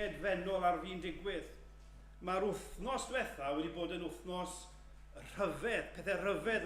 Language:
Welsh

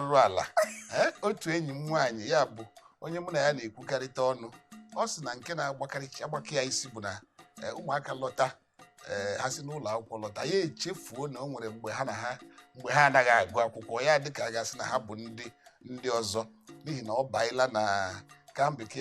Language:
Igbo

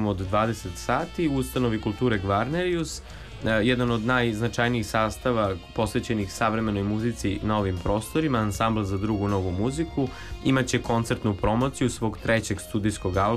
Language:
Serbian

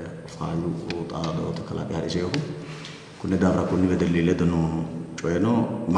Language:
Sidamo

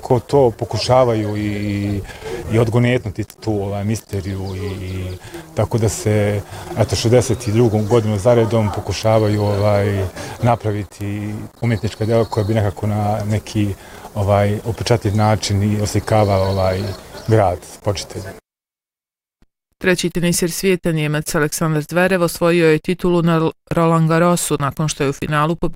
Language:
Bosnian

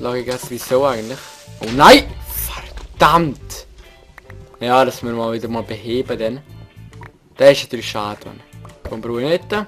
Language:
Swiss German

